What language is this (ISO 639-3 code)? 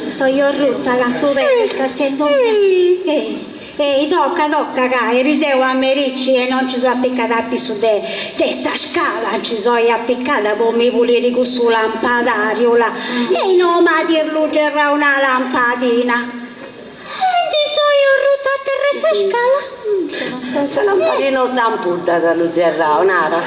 srd